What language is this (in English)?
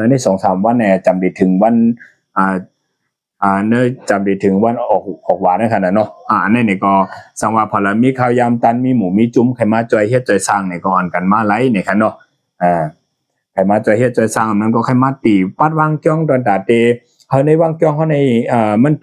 Shan